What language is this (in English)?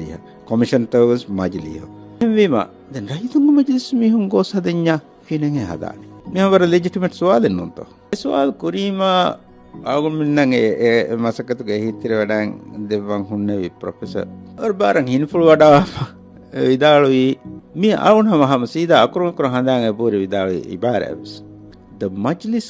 Divehi